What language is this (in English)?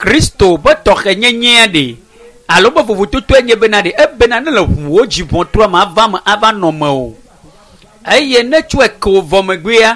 Ewe